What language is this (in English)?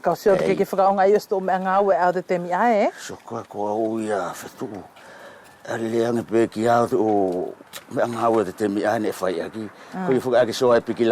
Wallisian